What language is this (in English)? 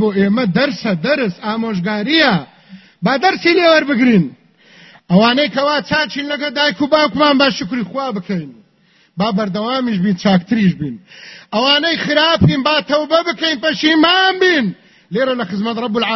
Central Kurdish